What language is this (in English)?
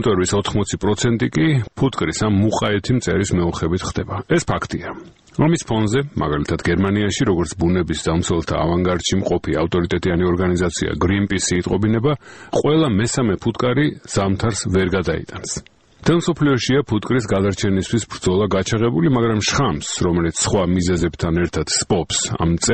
Georgian